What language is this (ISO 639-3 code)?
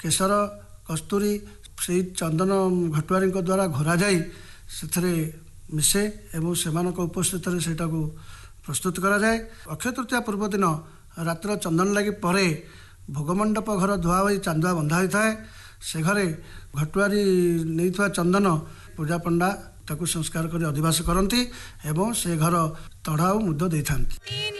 ori